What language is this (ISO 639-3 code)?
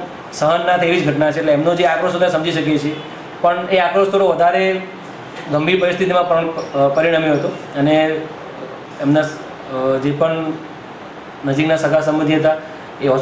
guj